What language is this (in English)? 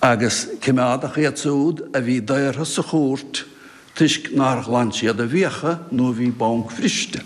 Irish